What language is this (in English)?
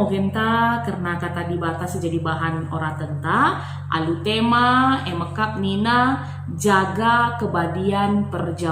Batak Karo